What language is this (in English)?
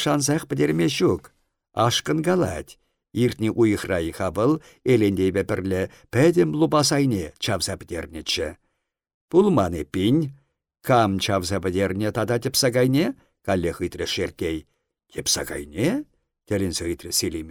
Chuvash